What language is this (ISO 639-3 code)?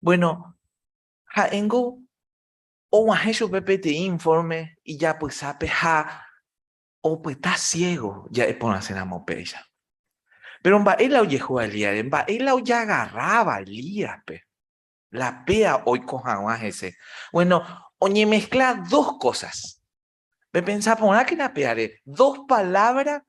grn